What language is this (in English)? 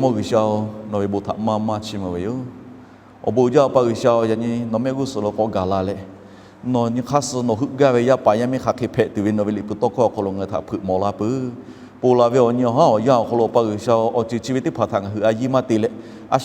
Lahu